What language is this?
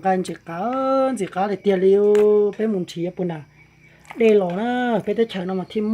Hmong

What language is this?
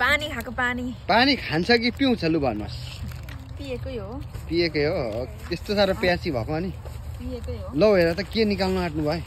Nepali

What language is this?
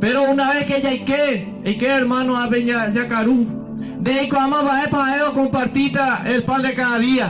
Guarani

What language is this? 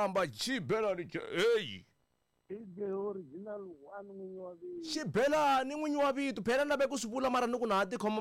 Tsonga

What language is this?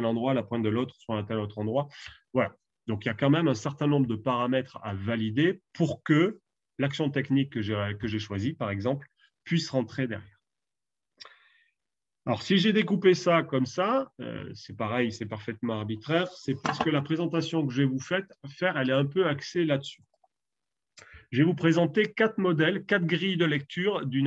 French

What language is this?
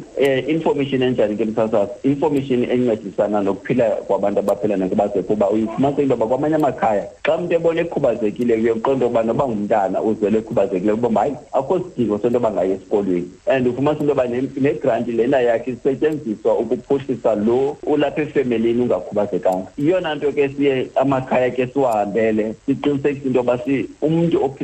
Xhosa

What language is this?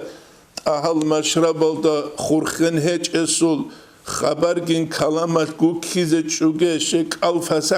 Avaric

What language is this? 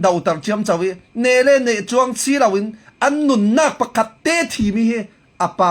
Falam Chin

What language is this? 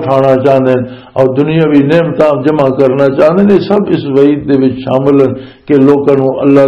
Western Panjabi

